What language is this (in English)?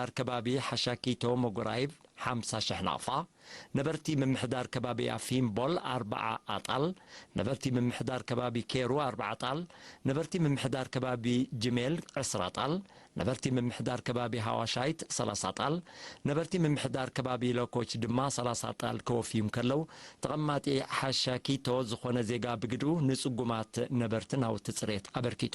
Tigrinya